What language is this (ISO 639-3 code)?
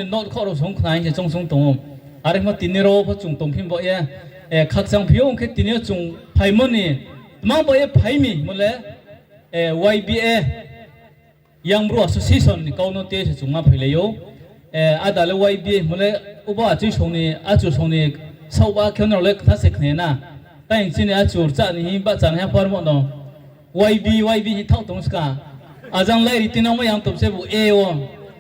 ria